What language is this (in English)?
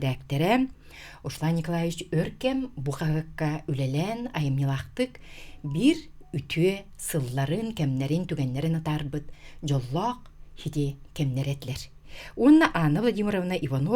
Yakut